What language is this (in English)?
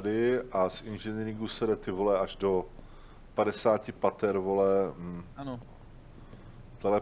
Czech